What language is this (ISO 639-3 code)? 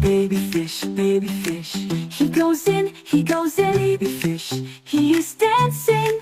tsn